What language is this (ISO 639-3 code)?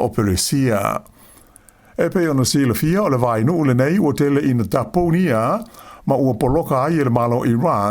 smo